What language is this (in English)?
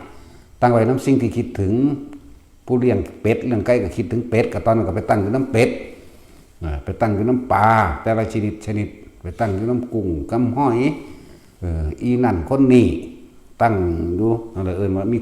Northeastern Thai